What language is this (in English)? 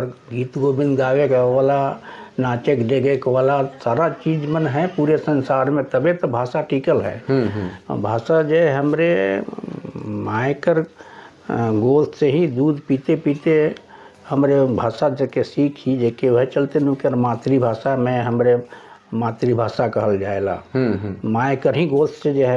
Sadri